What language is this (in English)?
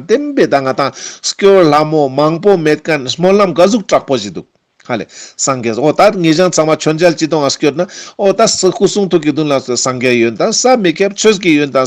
Ladakhi